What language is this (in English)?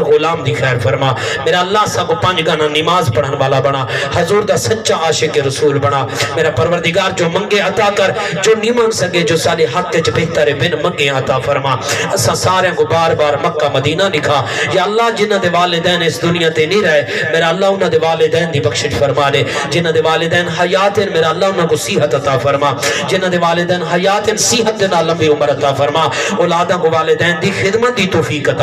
Saraiki